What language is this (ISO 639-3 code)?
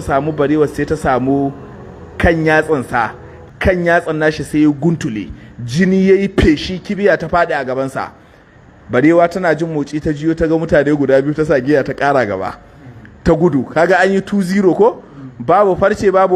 hau